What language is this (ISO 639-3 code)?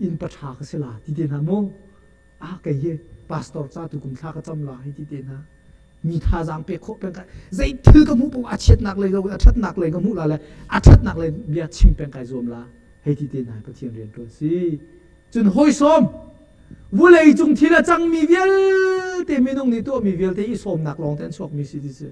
cnh